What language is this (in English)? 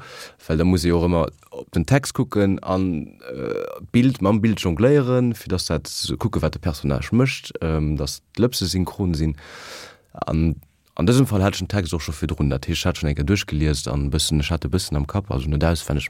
Luxembourgish